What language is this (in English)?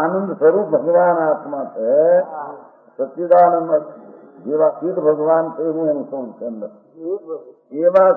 Gujarati